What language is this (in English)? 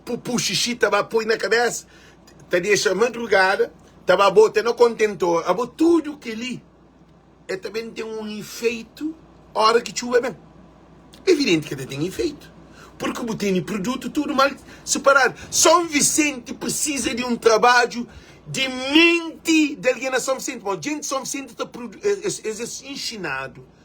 Kabuverdianu